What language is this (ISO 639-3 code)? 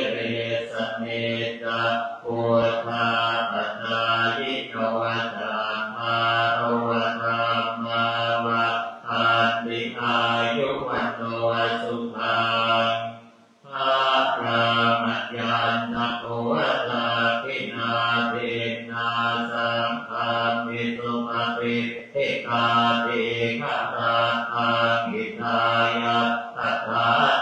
pli